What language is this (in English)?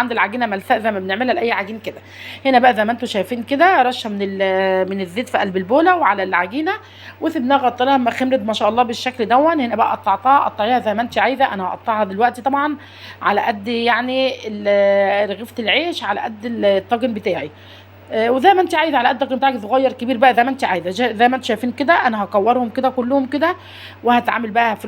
Egyptian Arabic